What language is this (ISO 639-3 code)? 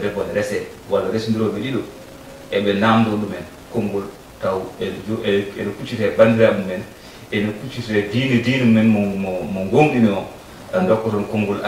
ful